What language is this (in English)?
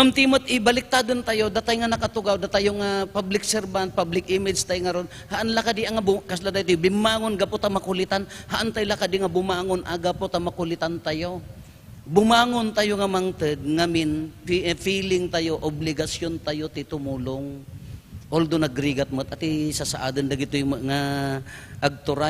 Iloko